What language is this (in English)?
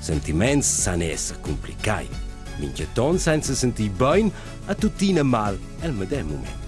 Romansh